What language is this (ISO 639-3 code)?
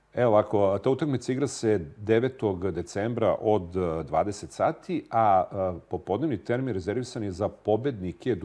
srp